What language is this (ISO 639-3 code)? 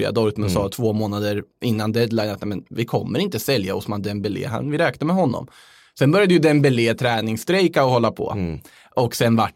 swe